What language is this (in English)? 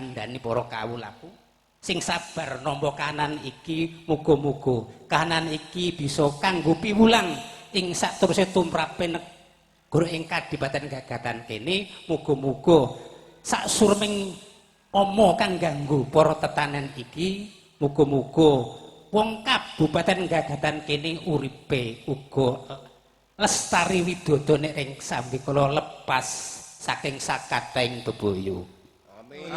Javanese